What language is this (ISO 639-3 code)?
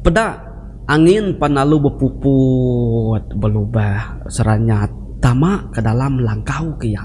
iba